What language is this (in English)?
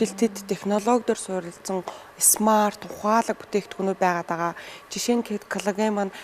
Mongolian